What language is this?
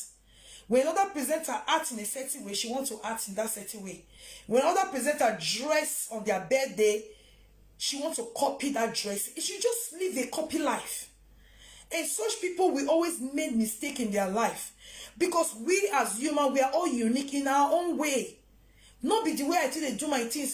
Nigerian Pidgin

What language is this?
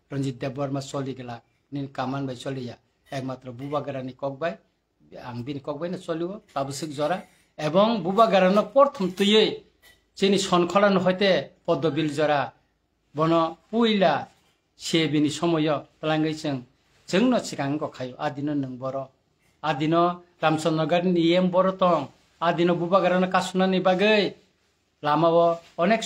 Kok Borok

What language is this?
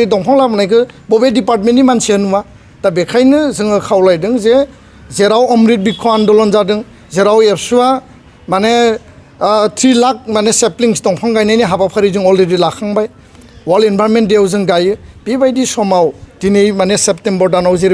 Bodo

